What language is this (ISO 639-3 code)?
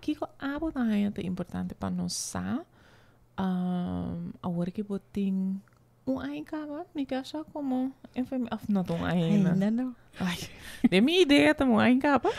pap